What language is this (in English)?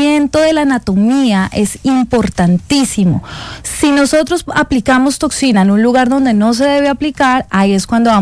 Spanish